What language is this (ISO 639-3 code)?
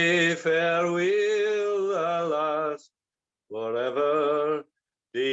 sco